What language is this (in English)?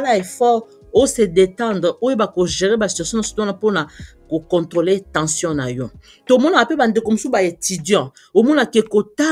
Lingala